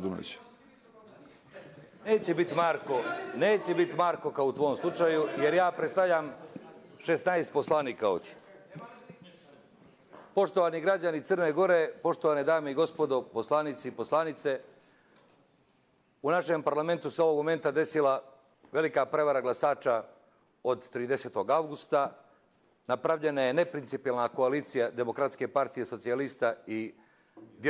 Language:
Serbian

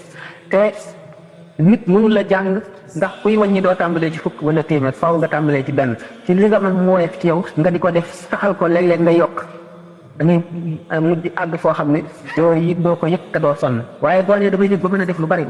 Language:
Wolof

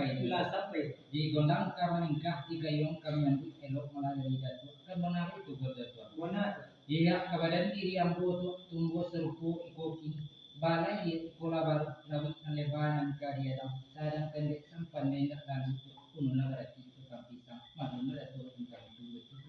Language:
Minangkabau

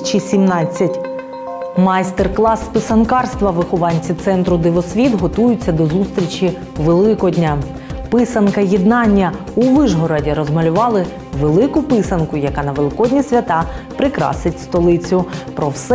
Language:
Ukrainian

